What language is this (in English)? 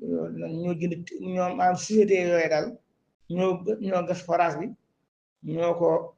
Wolof